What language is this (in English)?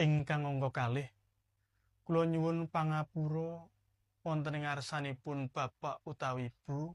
Javanese